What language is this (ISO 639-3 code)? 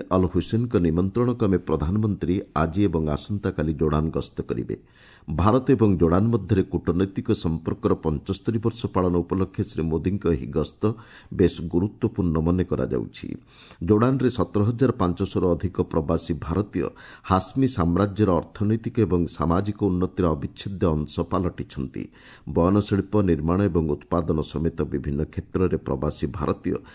ori